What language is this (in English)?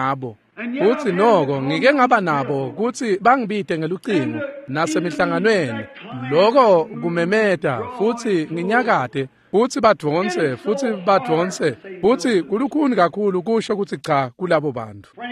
Swati